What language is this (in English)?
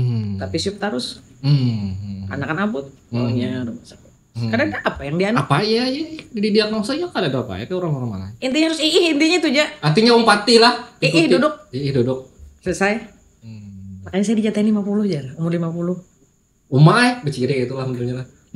Banjar